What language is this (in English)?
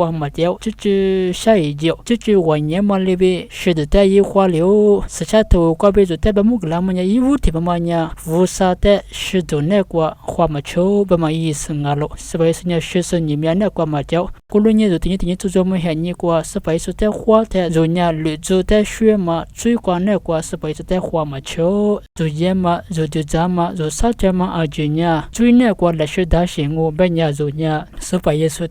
Lisu